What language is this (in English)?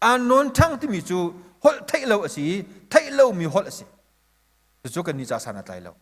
Hakha Chin